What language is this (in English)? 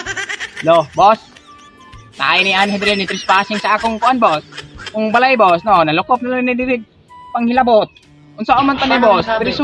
Cebuano